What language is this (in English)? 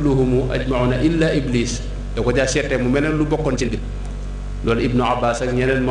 Wolof